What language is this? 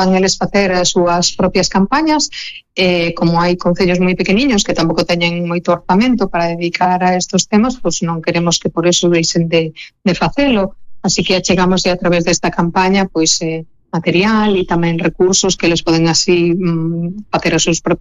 Galician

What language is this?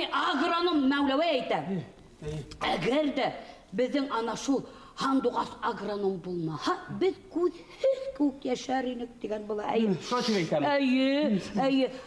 Bashkir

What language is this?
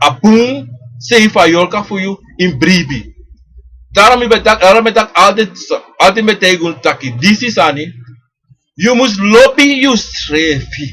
Sranan Tongo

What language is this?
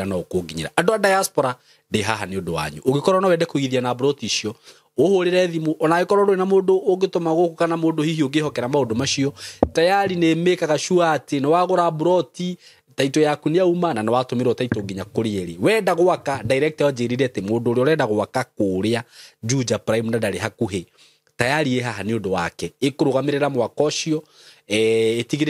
Kikuyu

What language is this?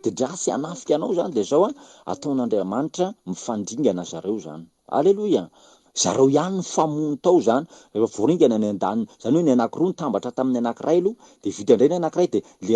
Malagasy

